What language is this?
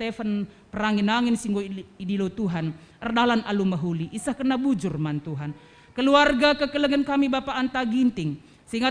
Batak Karo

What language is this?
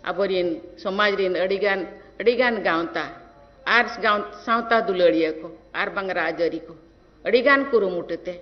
Santali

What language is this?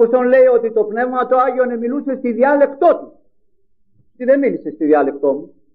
Greek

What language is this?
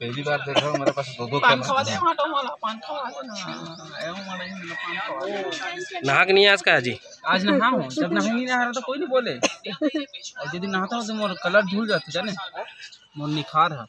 Chhattisgarhi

